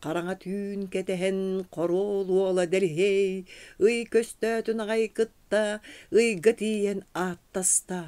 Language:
Yakut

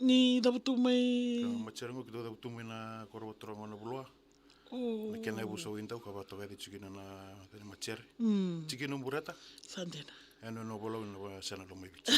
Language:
Fijian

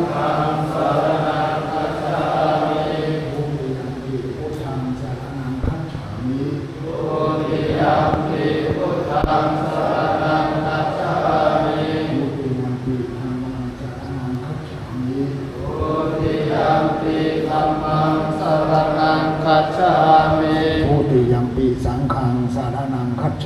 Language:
Pali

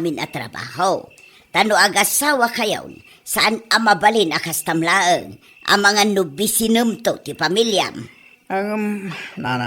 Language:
Iloko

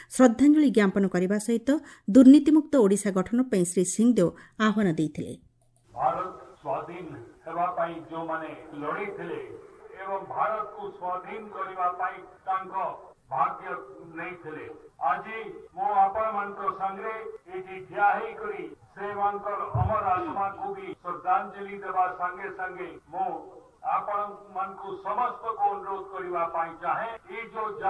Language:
Odia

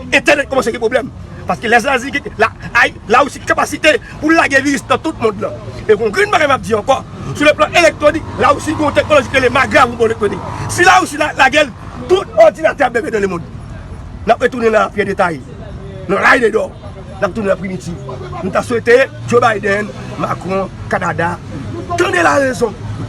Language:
Haitian Creole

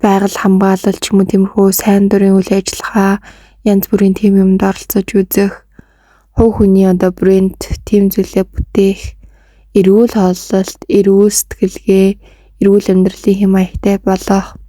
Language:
Mongolian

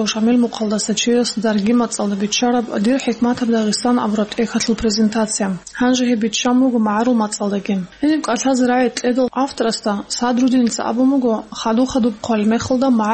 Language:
Avaric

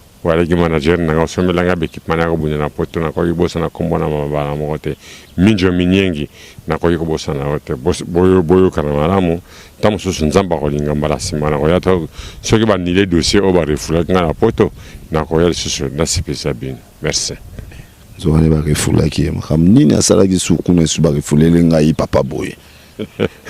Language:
Lingala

